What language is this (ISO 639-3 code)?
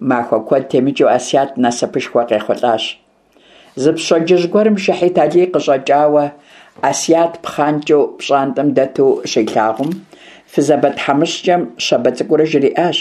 kbd